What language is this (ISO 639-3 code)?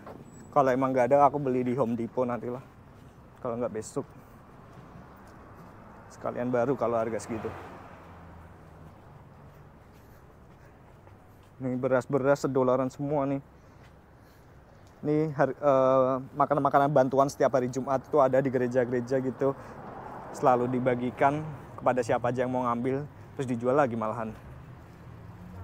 ind